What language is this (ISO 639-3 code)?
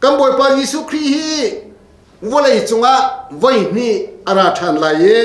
cnh